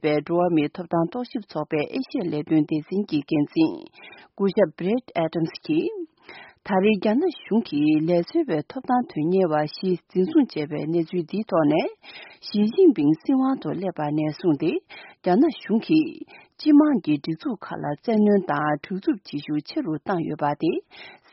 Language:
Tibetan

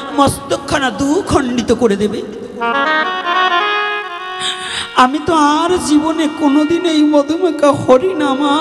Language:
Bangla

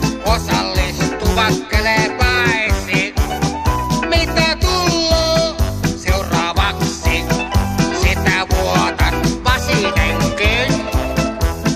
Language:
Finnish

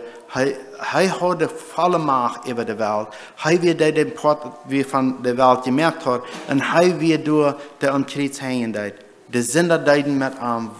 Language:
Plautdietsch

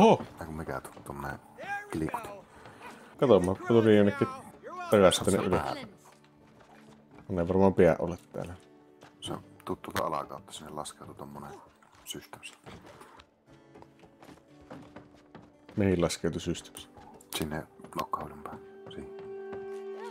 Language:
Finnish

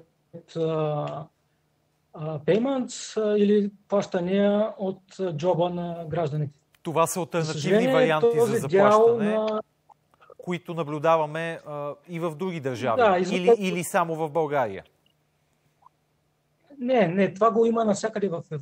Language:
Bulgarian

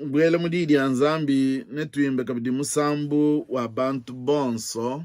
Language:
Luba-Lulua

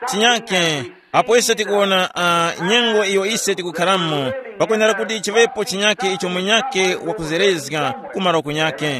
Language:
Tumbuka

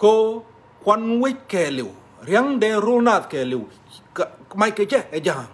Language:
Nuer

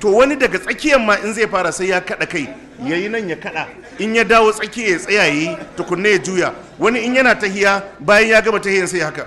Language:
Hausa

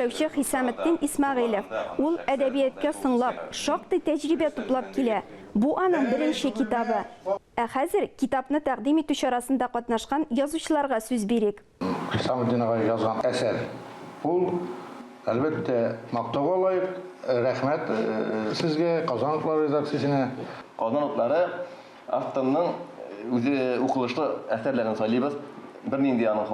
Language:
Tatar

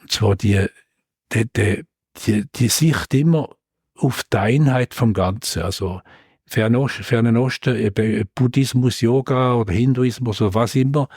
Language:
Swiss German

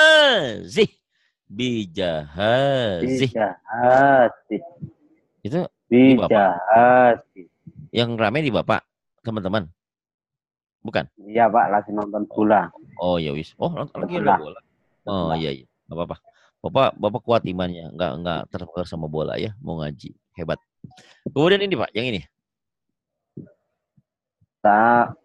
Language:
Indonesian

